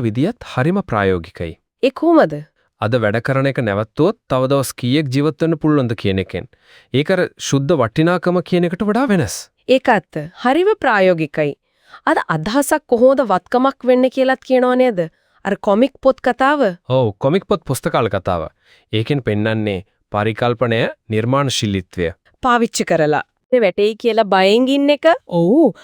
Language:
Sinhala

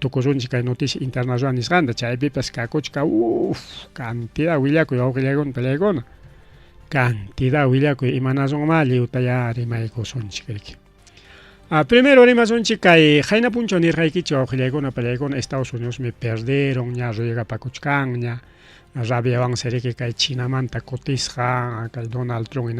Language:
Ayacucho Quechua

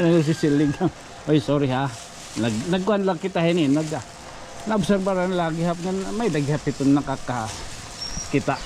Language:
Waray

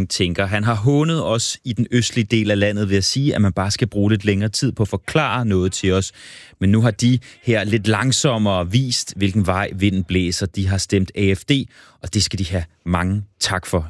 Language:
Danish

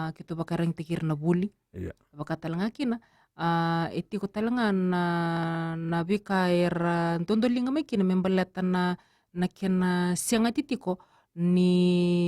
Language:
Fijian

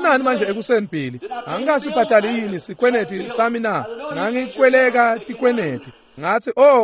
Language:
Swati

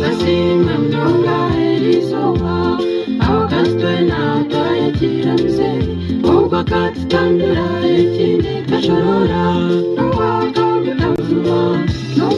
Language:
Nyankole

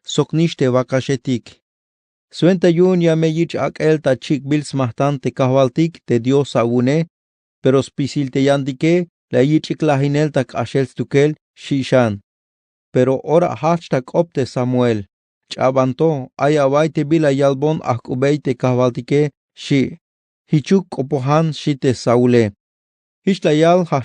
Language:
Tzeltal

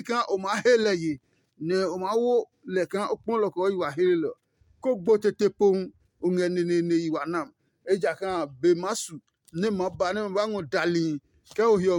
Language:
Adangme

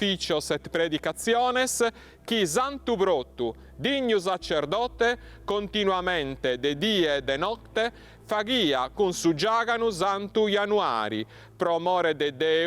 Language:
Sardinian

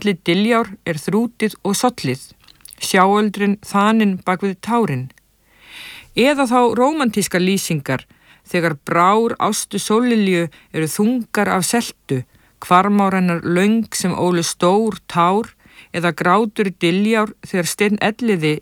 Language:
Icelandic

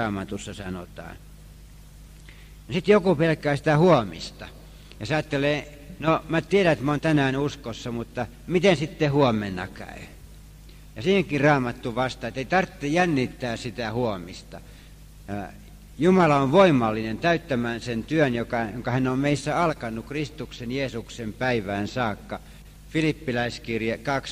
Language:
Finnish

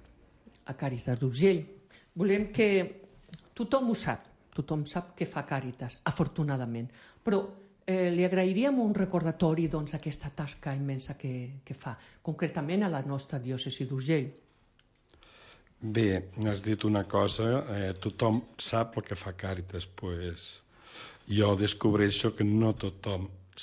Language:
Catalan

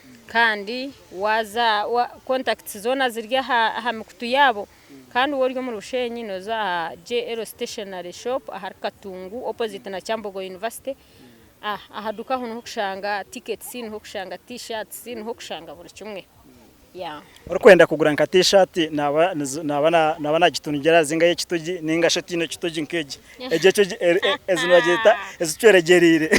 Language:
Nyankole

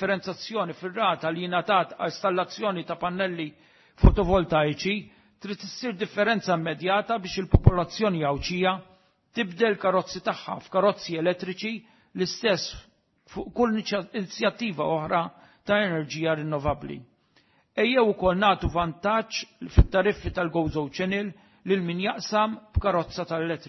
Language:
Maltese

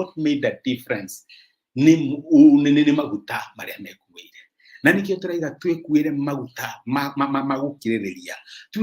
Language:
Kikuyu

